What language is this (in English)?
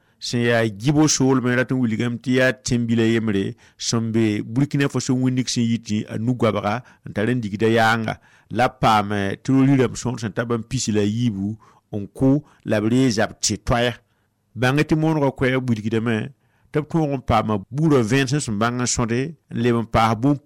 Mossi